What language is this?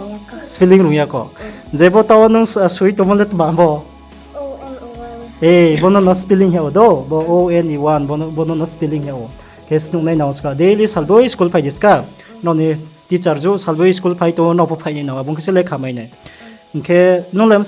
Riang (India)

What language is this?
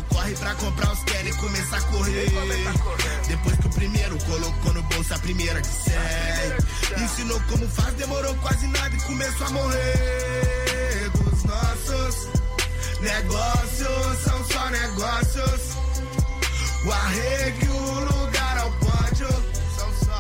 Portuguese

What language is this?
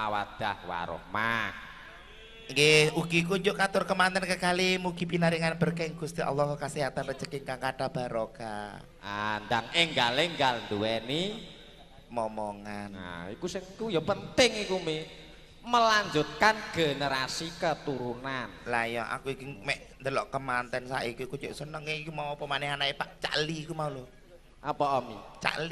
Javanese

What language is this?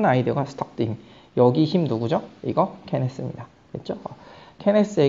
Korean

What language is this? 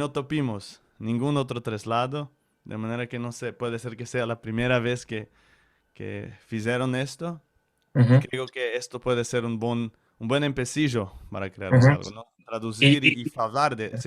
Ladino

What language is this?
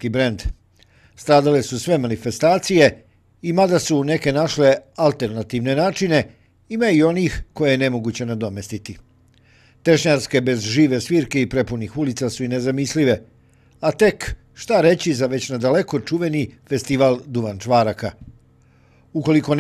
Serbian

